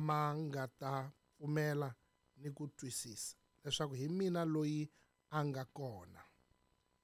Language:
Tsonga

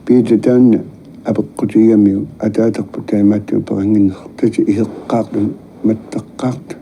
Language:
Kalaallisut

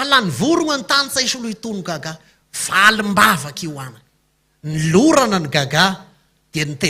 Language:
Malagasy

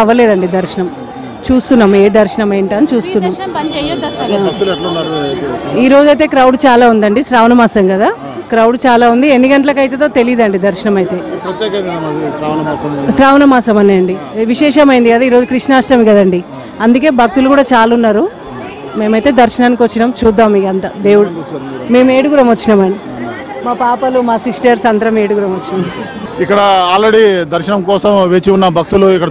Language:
Telugu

